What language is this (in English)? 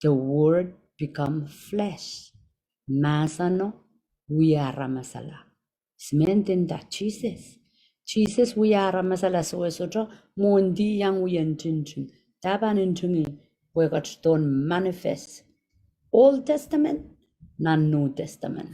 Pohnpeian